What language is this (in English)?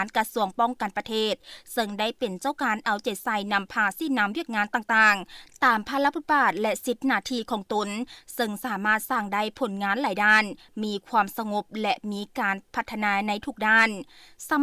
Lao